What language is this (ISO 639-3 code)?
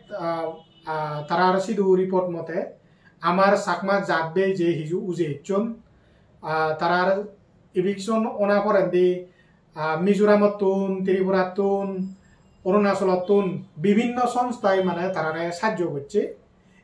ccp